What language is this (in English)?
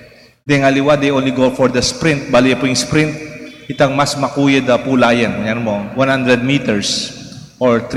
Pampanga